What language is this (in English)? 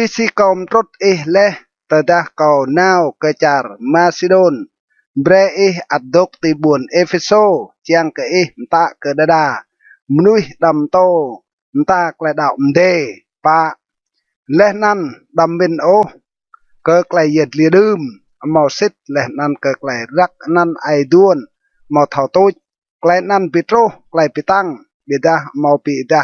Rade